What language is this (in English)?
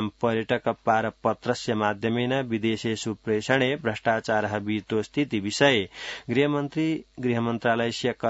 Sanskrit